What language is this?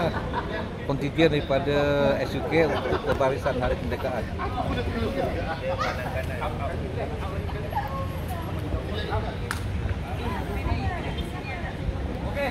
Malay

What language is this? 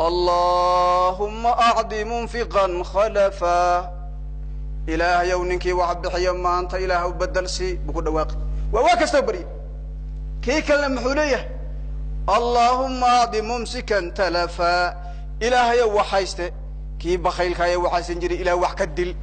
Somali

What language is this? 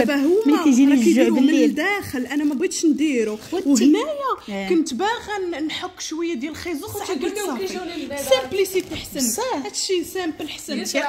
Moroccan Arabic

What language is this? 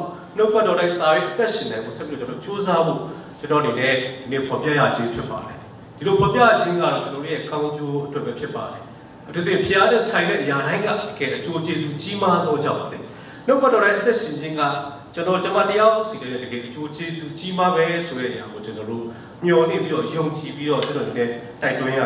Burmese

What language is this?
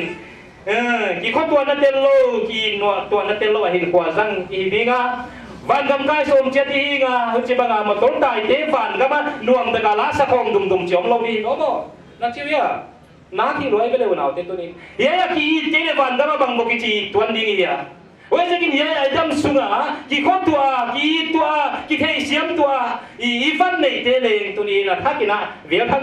Paite Chin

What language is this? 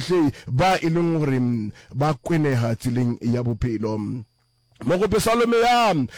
Northern Sotho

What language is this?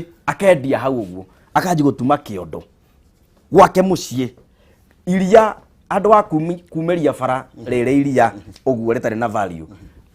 Kikuyu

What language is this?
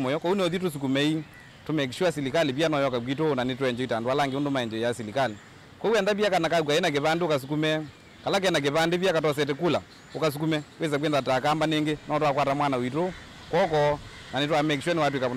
Kamba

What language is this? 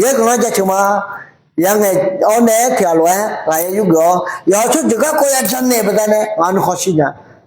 Akha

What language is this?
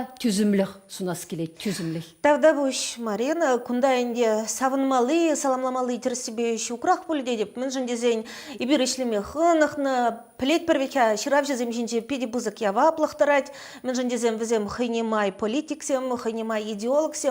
Chuvash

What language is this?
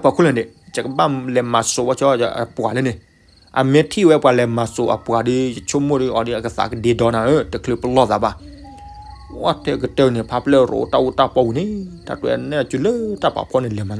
S'gaw Karen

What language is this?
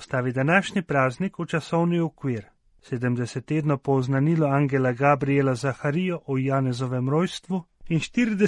Slovenian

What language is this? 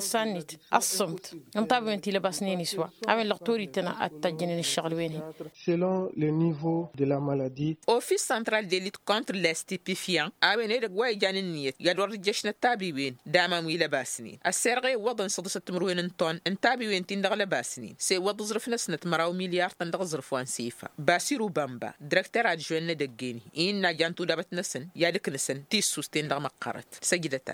Tamasheq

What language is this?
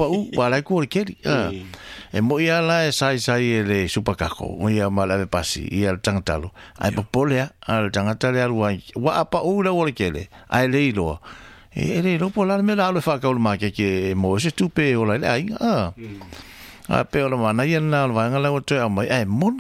Samoan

